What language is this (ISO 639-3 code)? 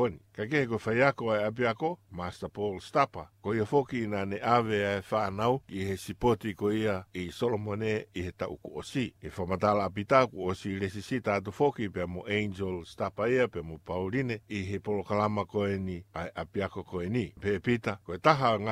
ton